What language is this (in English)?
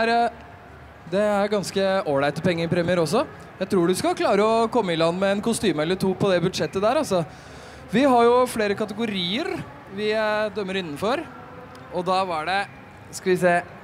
Norwegian